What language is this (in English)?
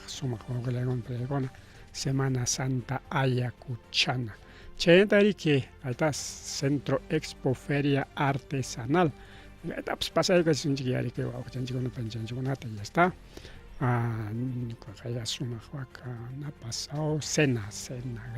Ayacucho Quechua